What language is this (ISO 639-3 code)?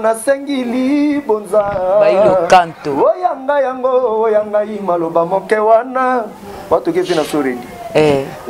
lin